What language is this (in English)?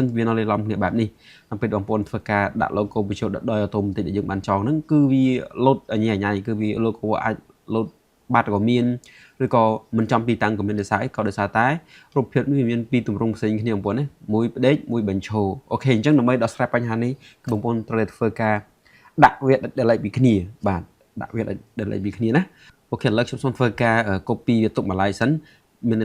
Khmer